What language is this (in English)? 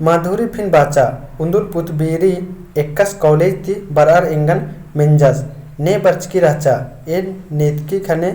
Kurukh